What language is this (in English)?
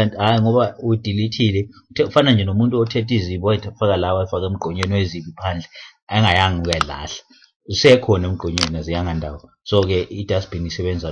Zulu